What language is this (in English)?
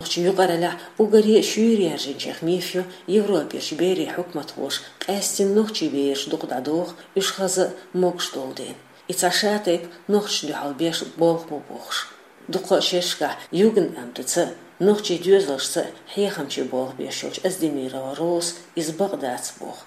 Chechen